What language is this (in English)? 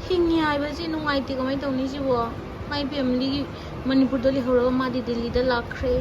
Manipuri